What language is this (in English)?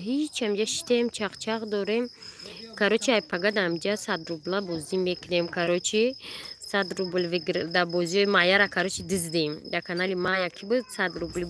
Tajik